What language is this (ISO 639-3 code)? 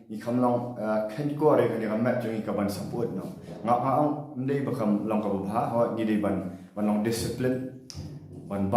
kha